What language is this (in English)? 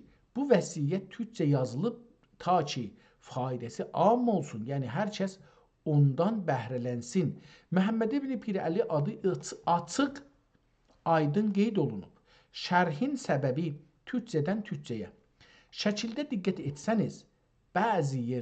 South Azerbaijani